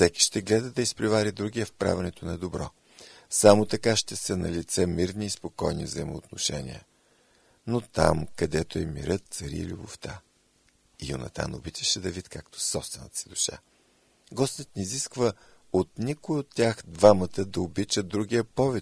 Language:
Bulgarian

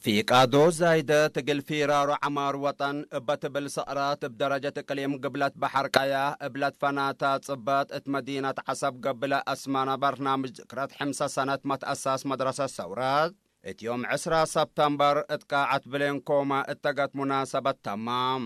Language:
Tigre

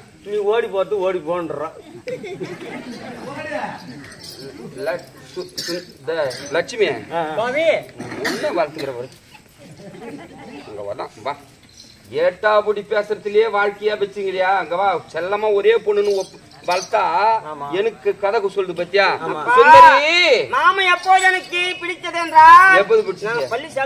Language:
Tamil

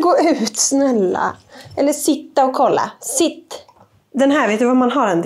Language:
Swedish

